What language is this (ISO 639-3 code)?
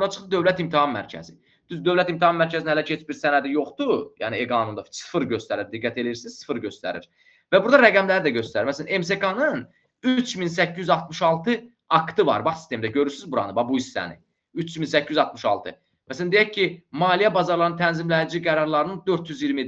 aze